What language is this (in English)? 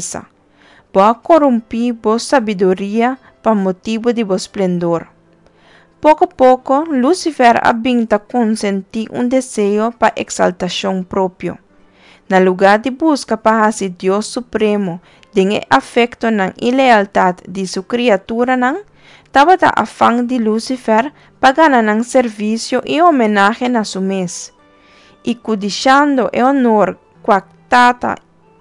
Papiamento